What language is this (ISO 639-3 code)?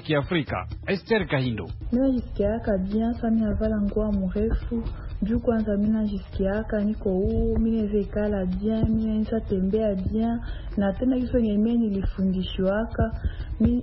swa